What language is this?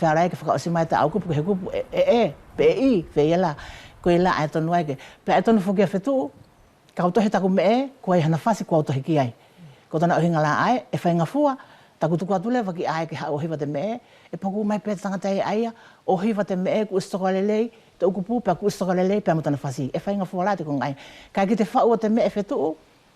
Wallisian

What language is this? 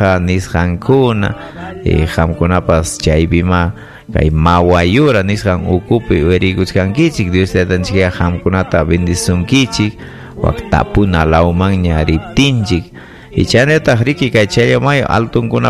Ayacucho Quechua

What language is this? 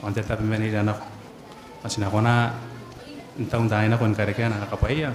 Gilbertese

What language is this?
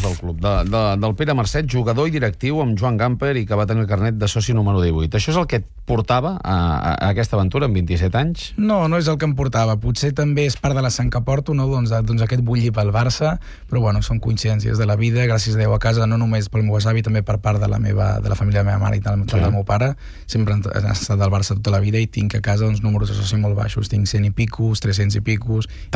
Catalan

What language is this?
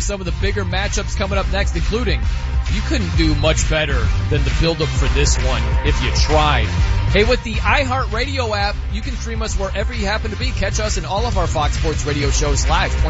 English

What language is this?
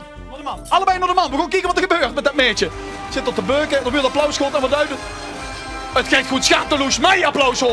Limburgish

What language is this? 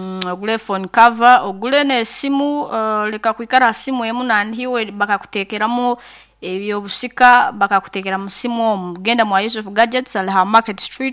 Nyoro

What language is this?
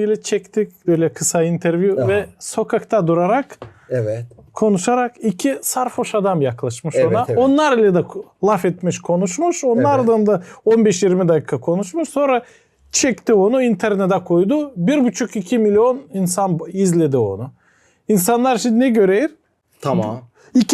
Gagauz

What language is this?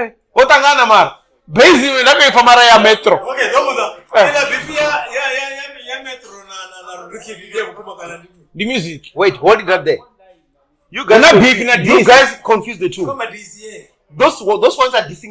Venda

